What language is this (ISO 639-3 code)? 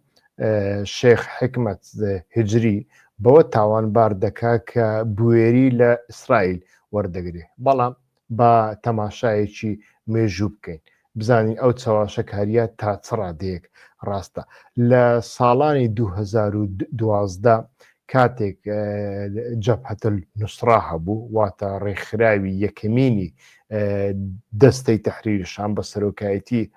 ckb